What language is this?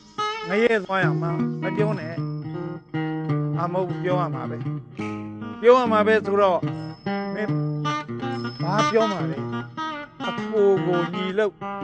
Burmese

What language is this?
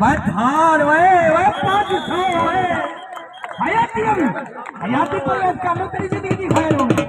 Saraiki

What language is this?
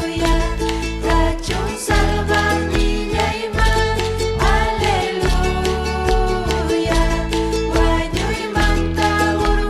Ayacucho Quechua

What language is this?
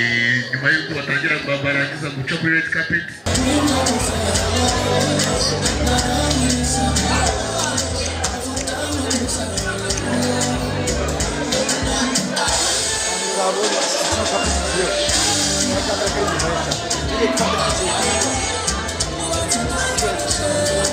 Kinyarwanda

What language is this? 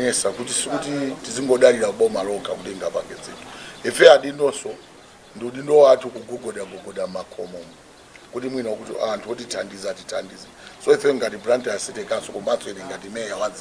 Nyanja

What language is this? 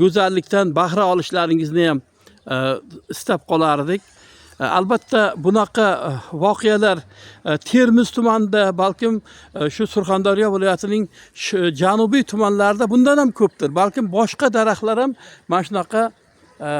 Uzbek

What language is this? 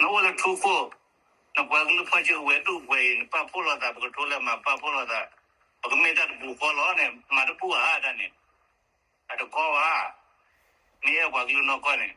S'gaw Karen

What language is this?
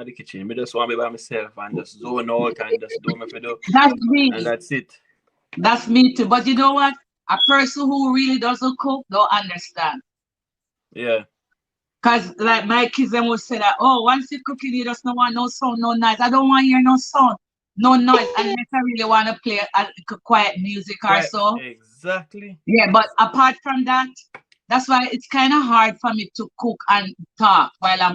Jamaican Creole English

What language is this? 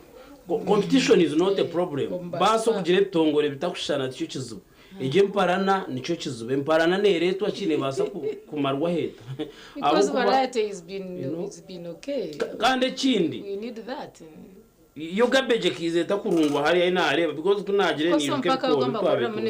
Nyankole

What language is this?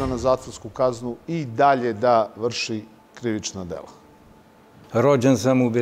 Serbian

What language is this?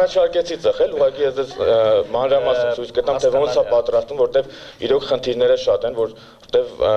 Armenian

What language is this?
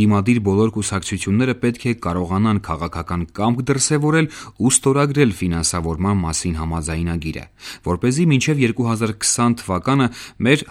Armenian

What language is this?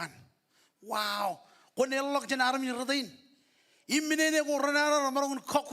Marshallese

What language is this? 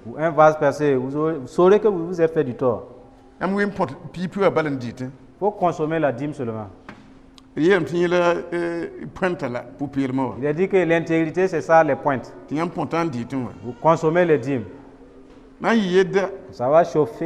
Mossi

